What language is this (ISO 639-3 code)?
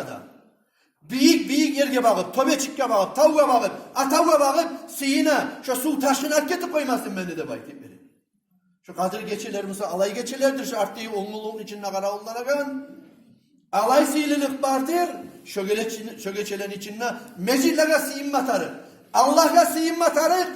kum